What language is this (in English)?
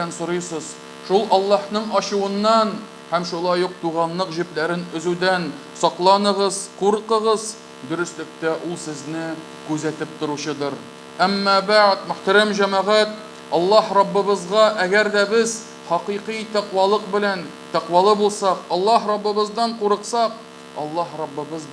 Tatar